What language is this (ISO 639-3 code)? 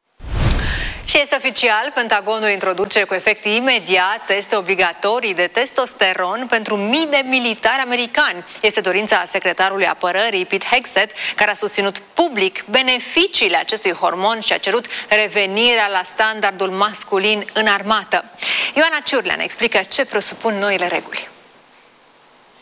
ron